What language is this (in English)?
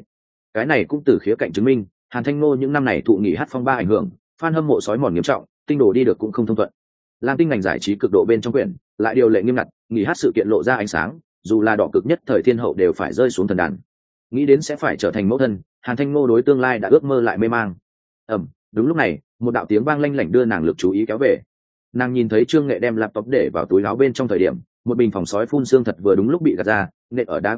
Vietnamese